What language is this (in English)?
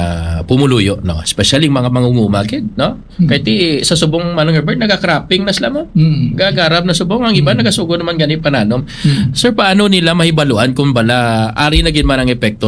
Hiligaynon